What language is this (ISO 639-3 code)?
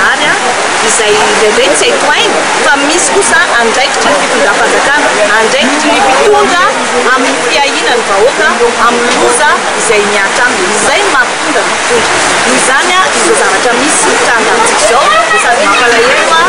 mlg